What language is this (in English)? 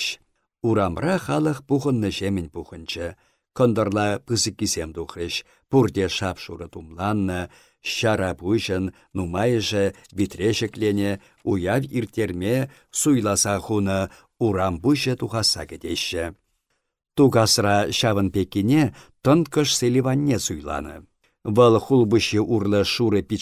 Chuvash